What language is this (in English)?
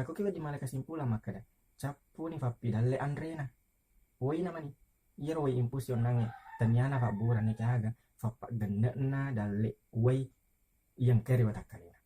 Buginese